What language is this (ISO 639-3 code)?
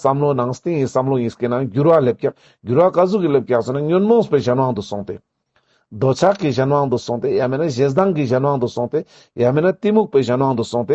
lbj